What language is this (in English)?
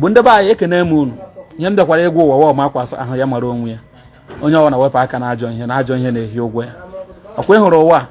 Igbo